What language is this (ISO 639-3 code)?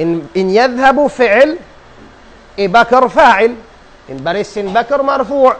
tsg